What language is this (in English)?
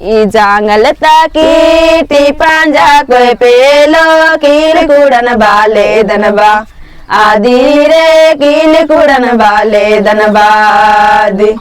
Kurukh